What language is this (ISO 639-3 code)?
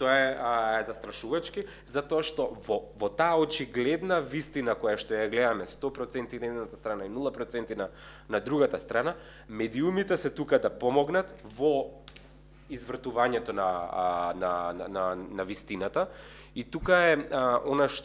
mkd